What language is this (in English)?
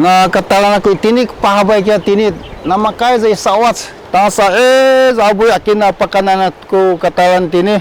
Sakizaya